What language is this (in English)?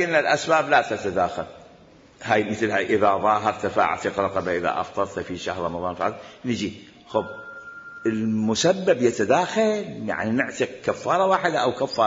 Mesopotamian Arabic